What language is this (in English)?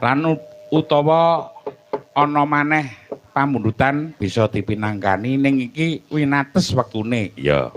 Javanese